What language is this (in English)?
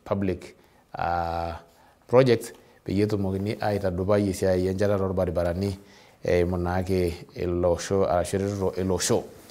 Masai